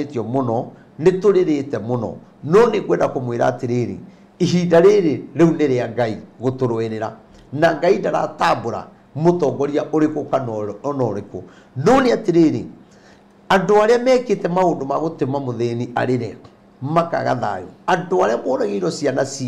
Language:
Kikuyu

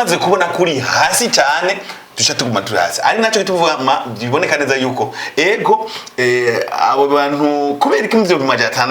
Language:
Rundi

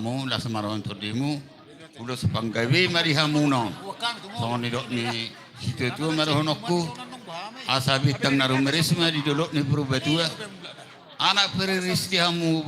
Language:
Batak Toba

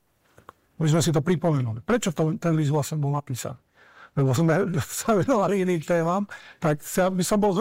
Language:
Slovak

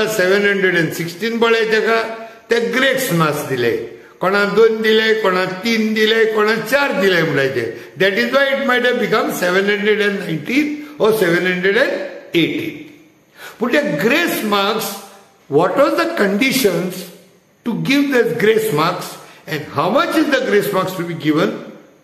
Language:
Konkani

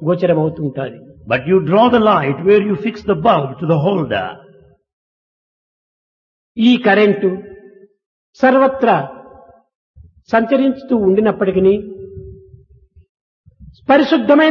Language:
Telugu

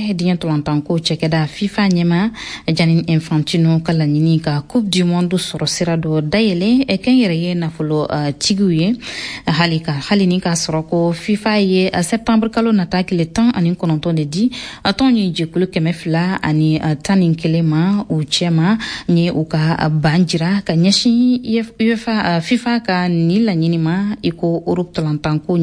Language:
Bambara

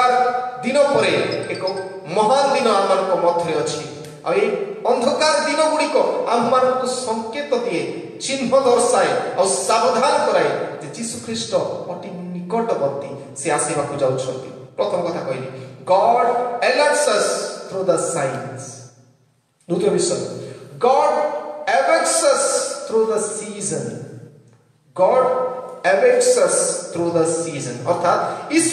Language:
Odia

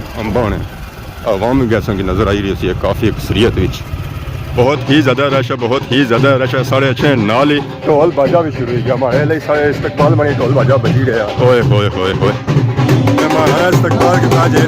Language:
Pahari-Potwari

